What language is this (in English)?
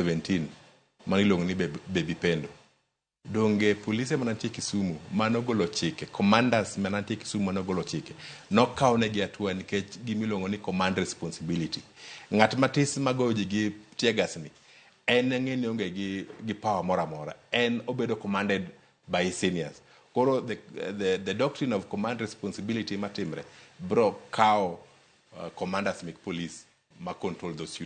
Luo (Kenya and Tanzania)